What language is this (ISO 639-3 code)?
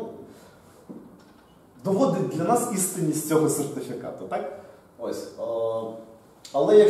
ukr